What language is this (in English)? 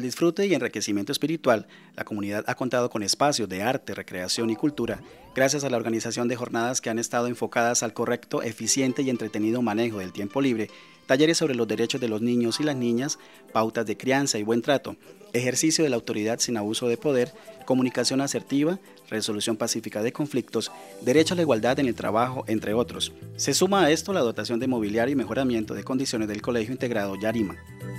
Spanish